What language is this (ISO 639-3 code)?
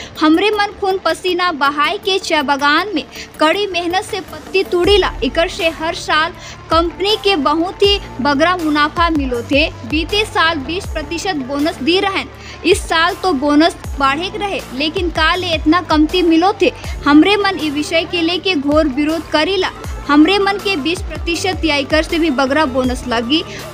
sck